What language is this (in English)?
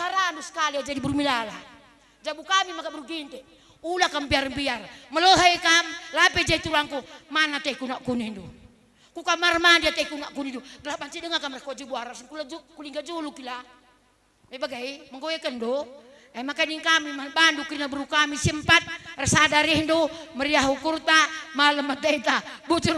Batak Karo